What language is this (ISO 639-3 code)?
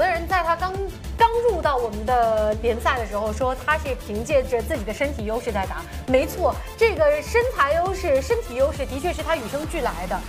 zho